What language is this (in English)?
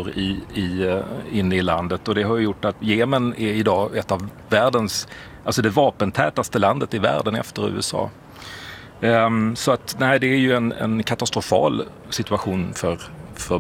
Swedish